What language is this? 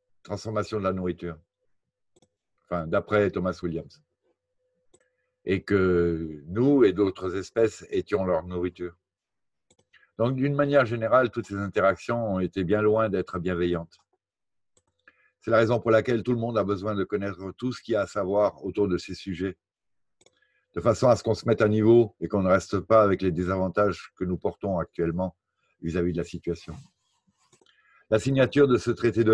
French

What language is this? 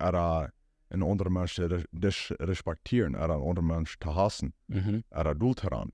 Plautdietsch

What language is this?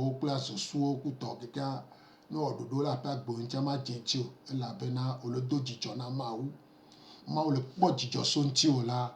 Gen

